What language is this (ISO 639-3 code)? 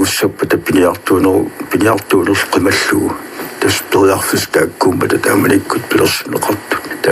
kal